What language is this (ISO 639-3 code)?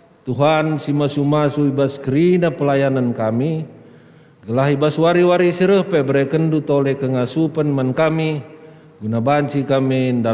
btx